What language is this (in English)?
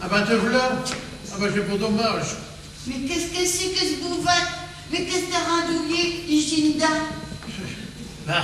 Picard